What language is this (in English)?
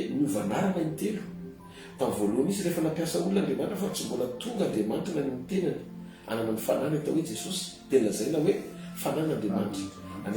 Malagasy